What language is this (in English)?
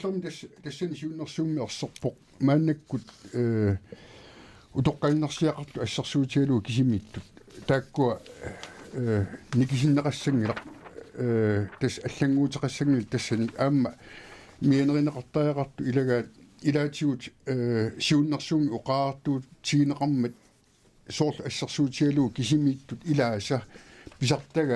Kalaallisut